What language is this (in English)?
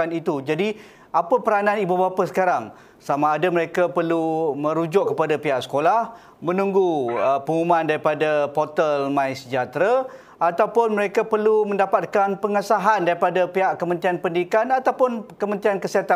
Malay